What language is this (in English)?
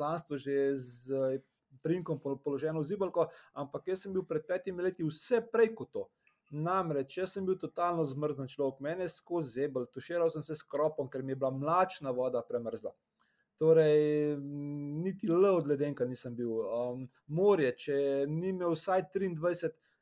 Slovenian